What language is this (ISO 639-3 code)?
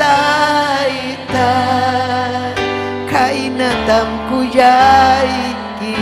quy